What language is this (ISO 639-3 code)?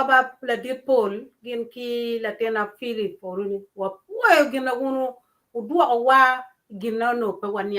ach